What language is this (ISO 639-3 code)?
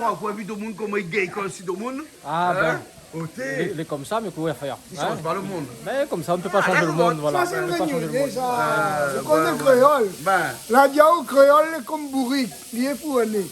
rcf